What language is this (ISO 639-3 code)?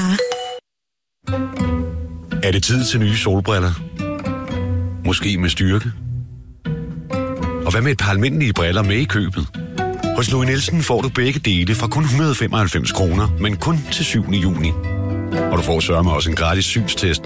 dan